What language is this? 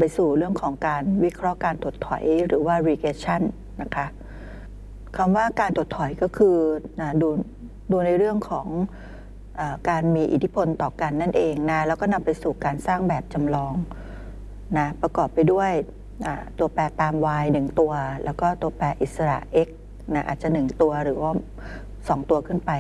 Thai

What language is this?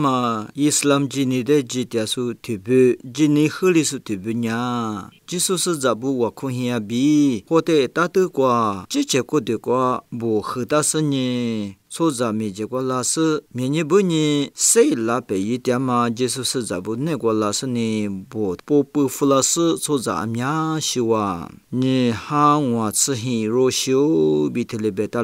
Lisu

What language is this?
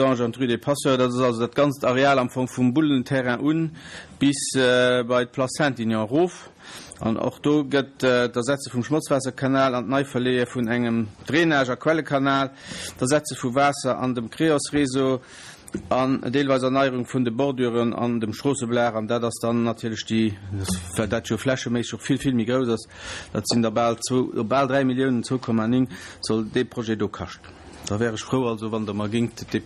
Luxembourgish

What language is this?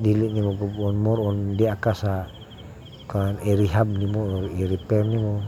Cebuano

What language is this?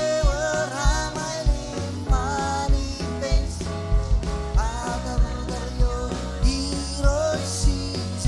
Marshallese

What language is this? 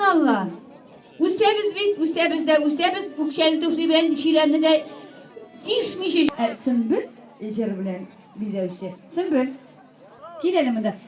Tatar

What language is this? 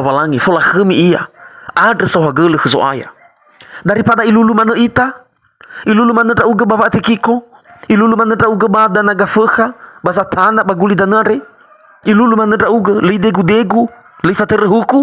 Nias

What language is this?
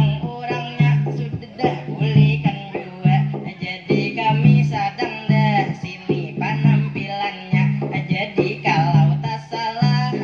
Banjar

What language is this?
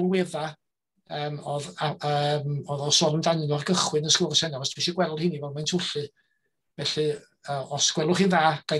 Welsh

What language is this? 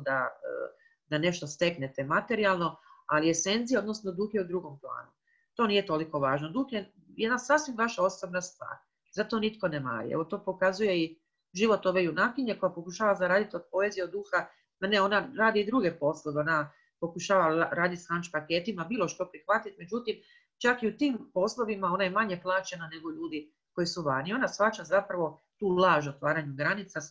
Croatian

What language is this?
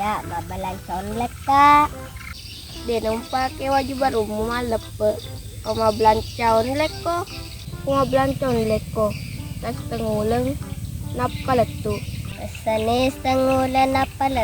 Buginese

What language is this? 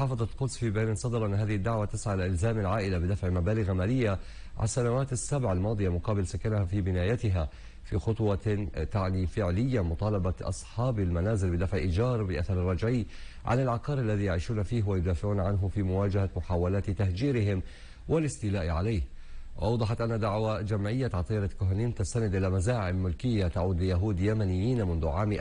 Arabic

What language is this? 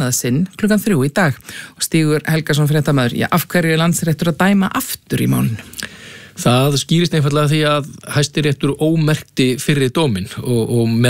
Icelandic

